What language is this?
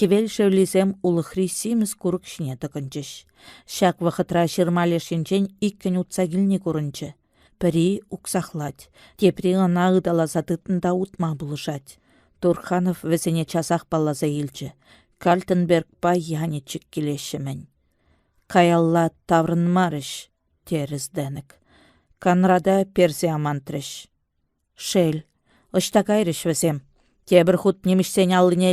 Chuvash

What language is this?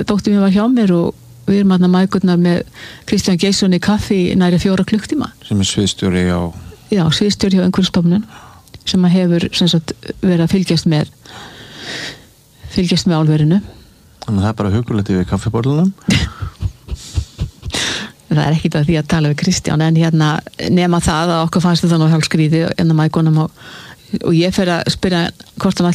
Icelandic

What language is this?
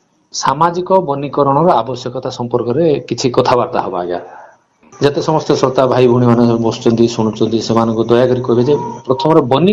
Odia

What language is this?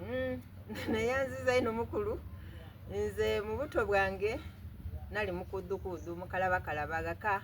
Soga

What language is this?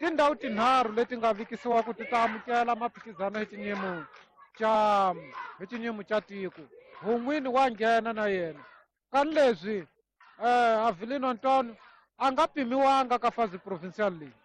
Tsonga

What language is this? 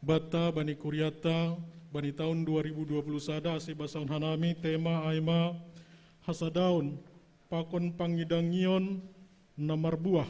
Batak Simalungun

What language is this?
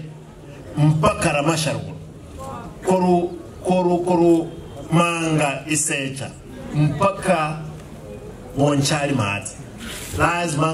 Gusii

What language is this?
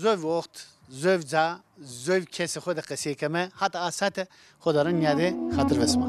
Zaza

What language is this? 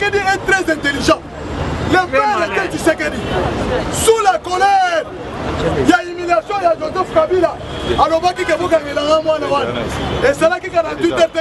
Lingala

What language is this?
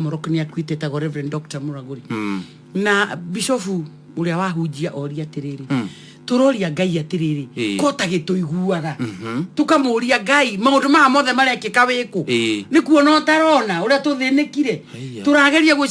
Kikuyu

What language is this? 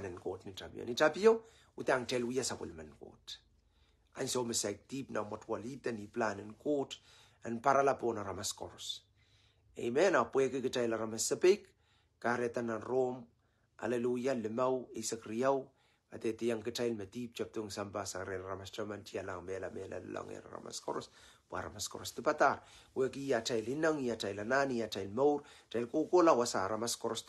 Pohnpeian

